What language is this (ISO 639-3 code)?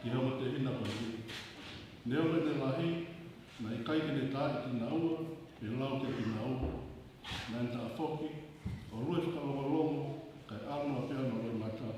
ton